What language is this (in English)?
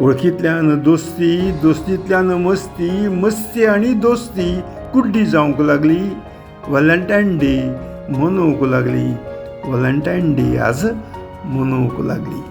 Konkani